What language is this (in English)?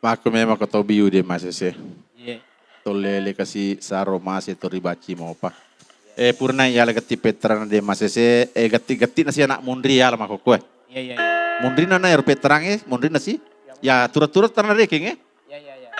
Buginese